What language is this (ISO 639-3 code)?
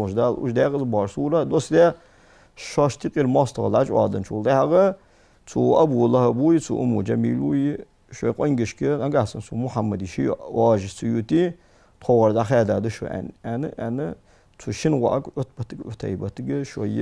inh